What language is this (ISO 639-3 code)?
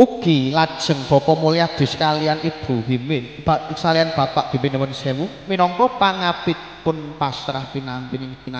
jav